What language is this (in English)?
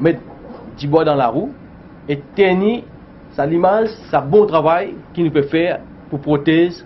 Morisyen